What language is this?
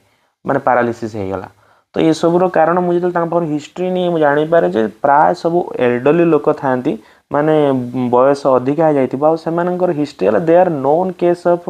Odia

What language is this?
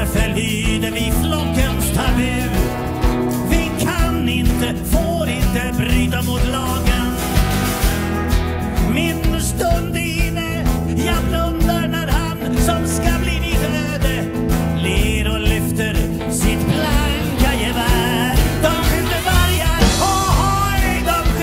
Swedish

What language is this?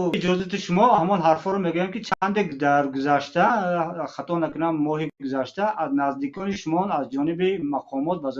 Tajik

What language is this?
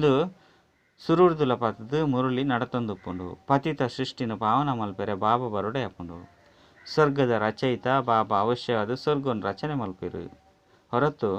Tulu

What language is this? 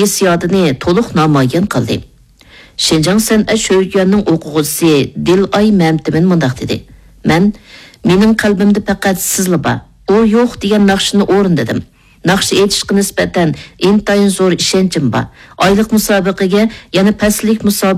Uyghur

